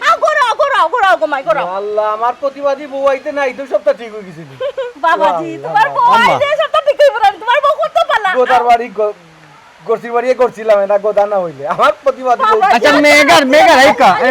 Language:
Sylheti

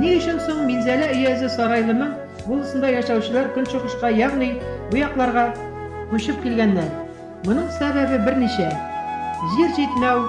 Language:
Bashkir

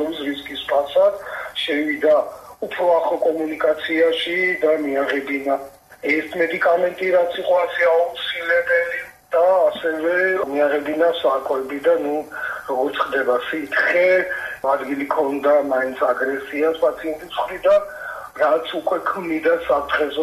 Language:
Georgian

